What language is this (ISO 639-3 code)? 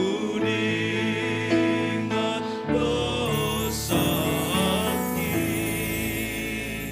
bts